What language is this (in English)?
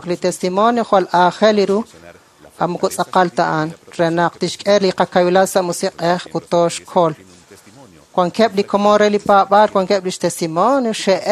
Kekchí